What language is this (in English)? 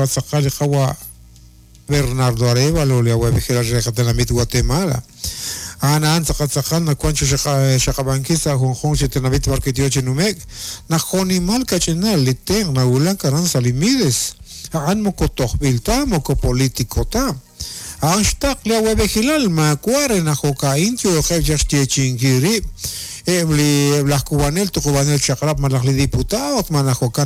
Kekchí